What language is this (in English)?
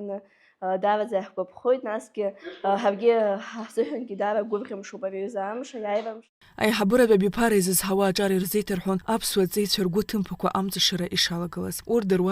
Abkhazian